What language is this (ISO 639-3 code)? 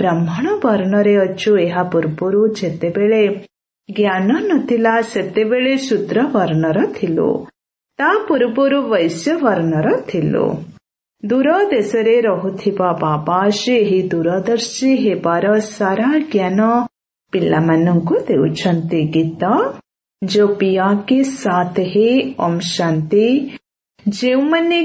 ori